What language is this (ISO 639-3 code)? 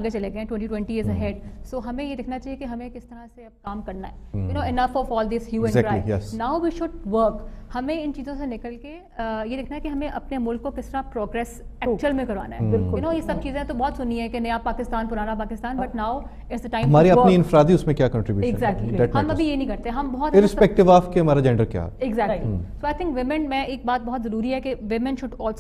urd